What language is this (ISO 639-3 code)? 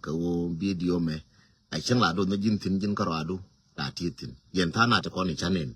nus